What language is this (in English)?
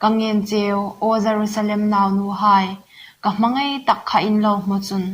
Hmar